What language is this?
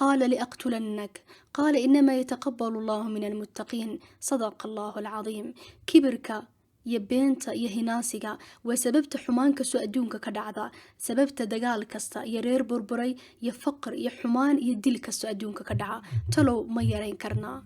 Somali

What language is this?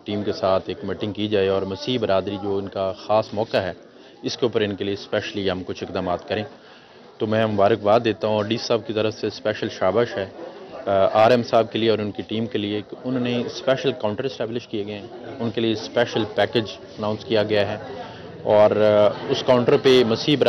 Urdu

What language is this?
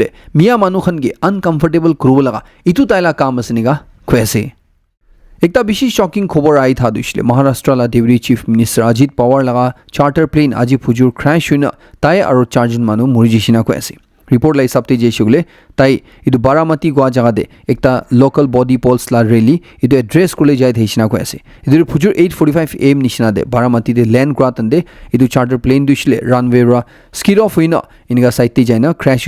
Naga Pidgin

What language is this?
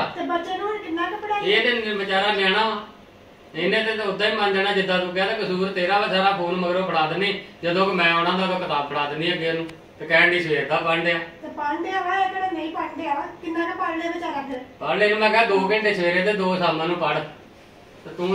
Punjabi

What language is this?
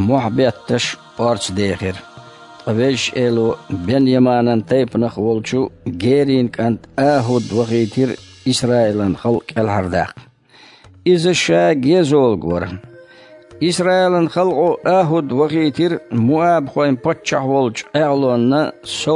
Chechen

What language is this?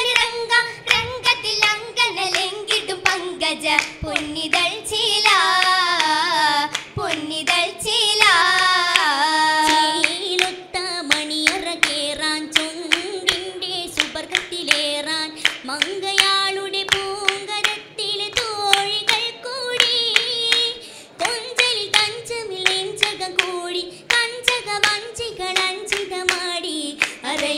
Malayalam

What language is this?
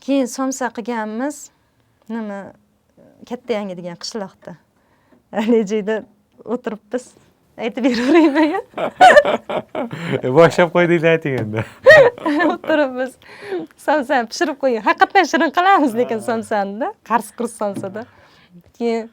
Uzbek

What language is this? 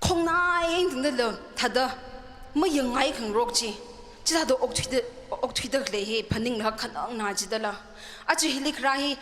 Tangkhul Naga (India)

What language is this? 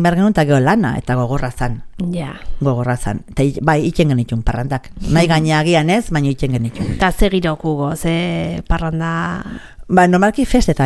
Basque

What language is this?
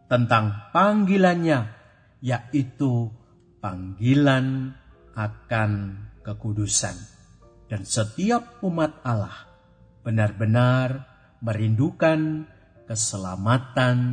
Indonesian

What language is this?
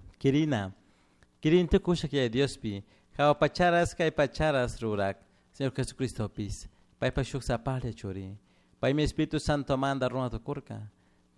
Chimborazo Highland Quichua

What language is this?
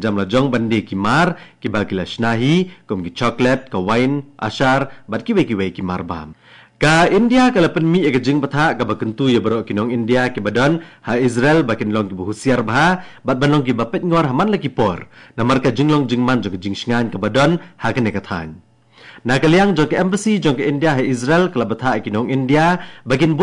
Khasi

